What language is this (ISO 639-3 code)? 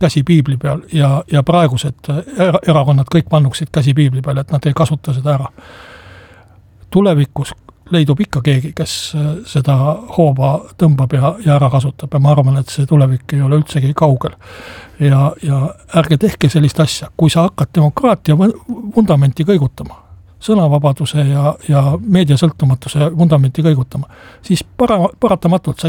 est